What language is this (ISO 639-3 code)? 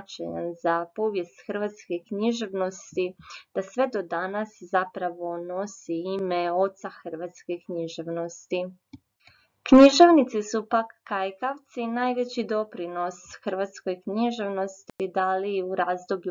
hrv